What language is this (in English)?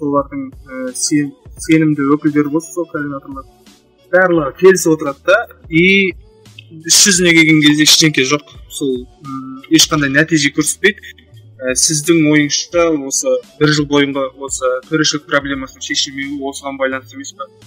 Kazakh